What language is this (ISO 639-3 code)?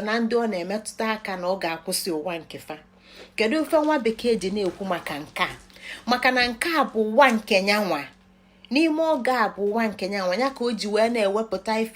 ibo